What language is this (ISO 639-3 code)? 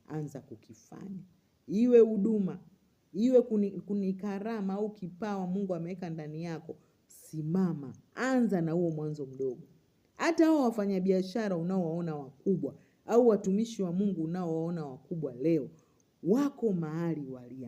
swa